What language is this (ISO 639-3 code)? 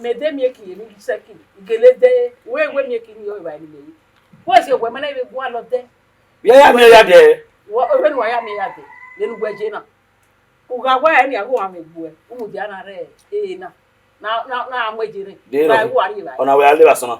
bin